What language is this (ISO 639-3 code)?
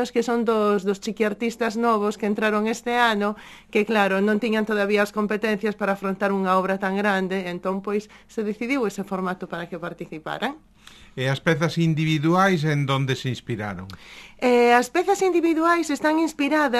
glg